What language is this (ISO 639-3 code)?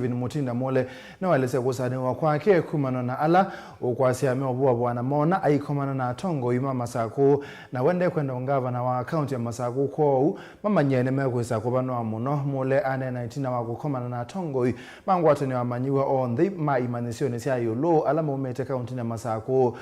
kam